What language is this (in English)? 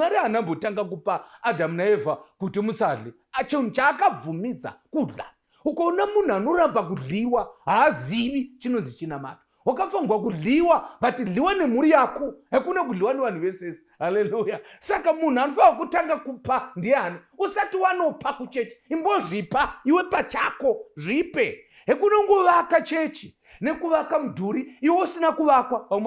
Shona